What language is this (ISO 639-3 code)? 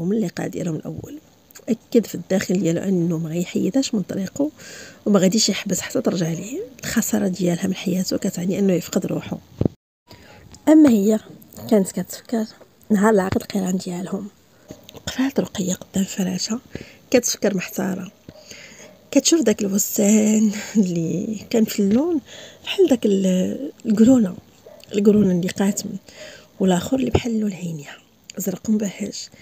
ary